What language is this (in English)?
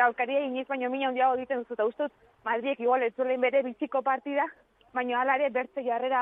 Basque